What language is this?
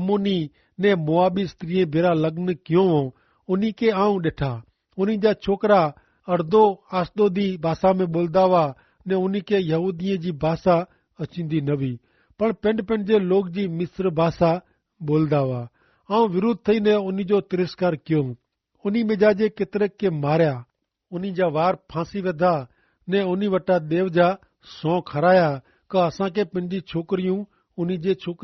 Kachhi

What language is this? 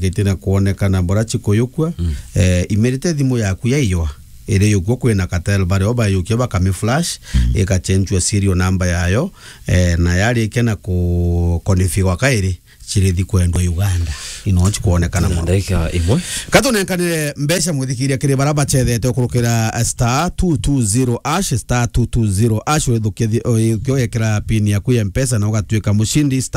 Meru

